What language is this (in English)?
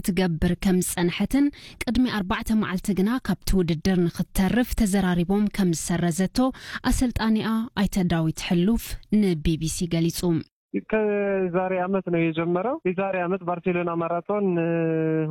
Tigrinya